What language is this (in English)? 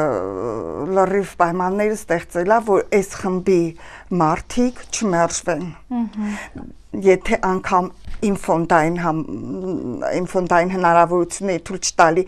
Armenian